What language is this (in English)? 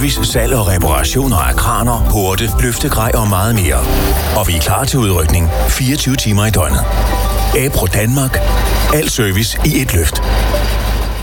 Danish